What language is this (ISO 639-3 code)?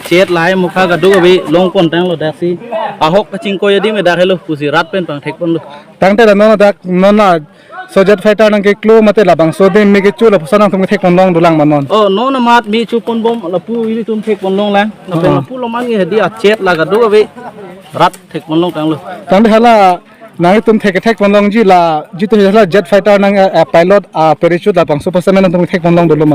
mjw